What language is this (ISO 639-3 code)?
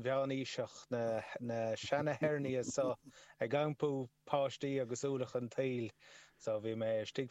gle